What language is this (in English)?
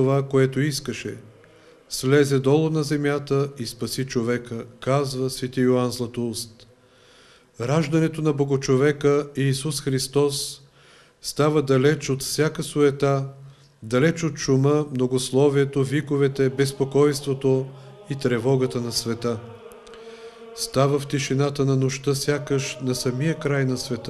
Bulgarian